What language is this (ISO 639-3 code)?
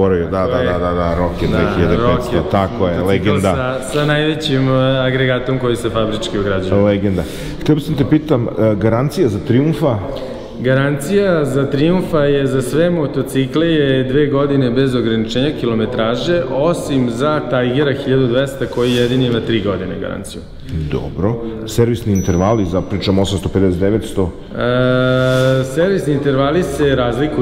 srp